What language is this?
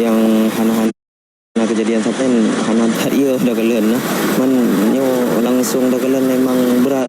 Achinese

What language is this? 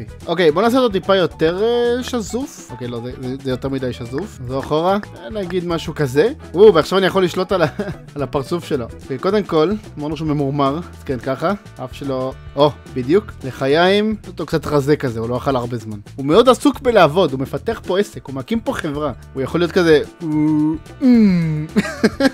Hebrew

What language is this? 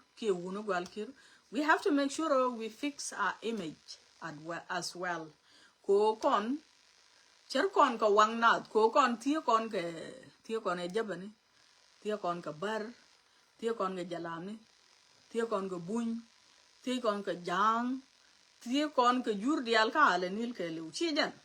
Nuer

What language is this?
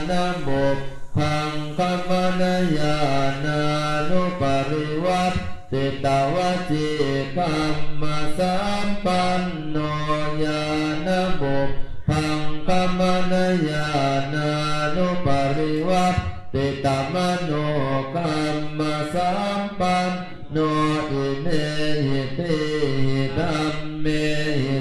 Pali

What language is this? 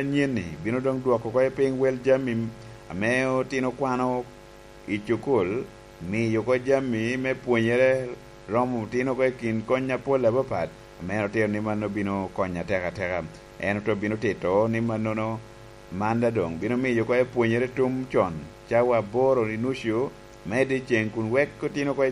Lango (Uganda)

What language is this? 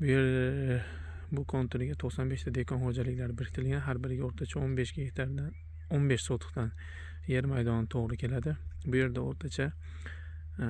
Uzbek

